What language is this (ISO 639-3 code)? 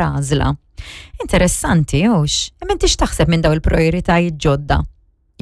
mlt